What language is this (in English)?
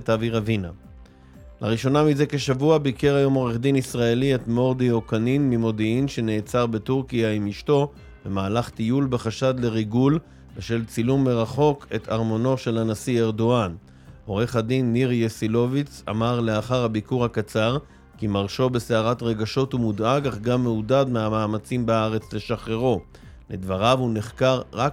Hebrew